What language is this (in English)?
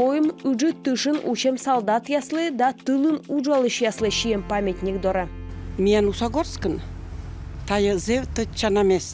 Komi